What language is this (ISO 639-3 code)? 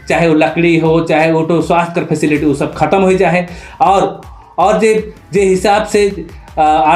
sck